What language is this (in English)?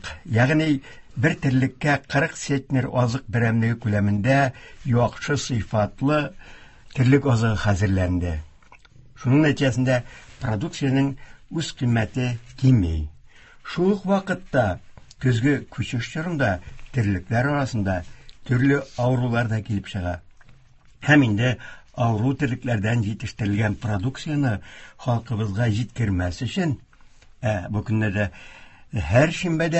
Tatar